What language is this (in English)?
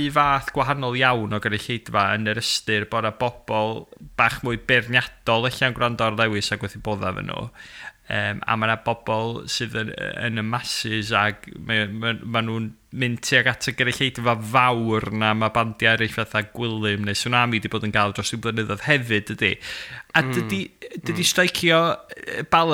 Welsh